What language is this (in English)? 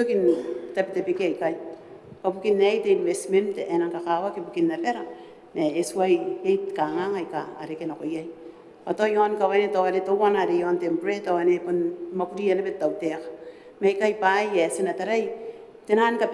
Gilbertese